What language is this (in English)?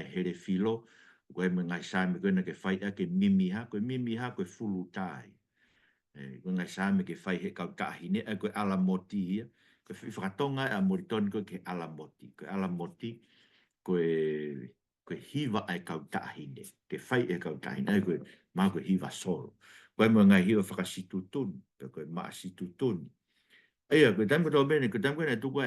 Tongan